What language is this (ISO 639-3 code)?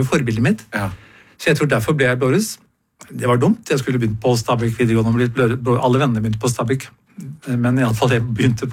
nor